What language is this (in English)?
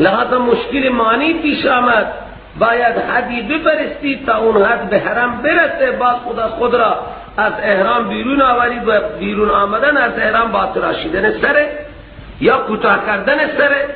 Persian